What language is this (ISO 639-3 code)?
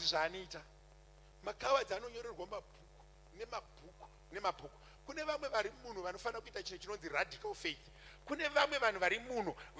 sna